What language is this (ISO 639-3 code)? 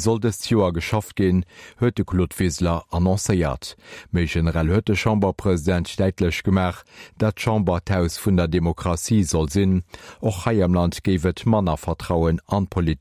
ltz